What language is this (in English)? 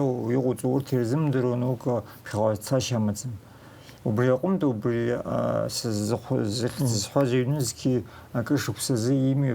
Abkhazian